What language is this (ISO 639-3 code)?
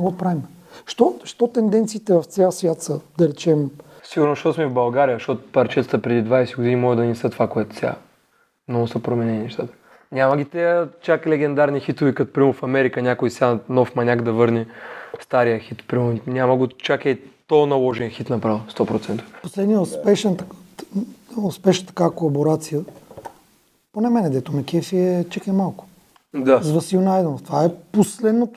bul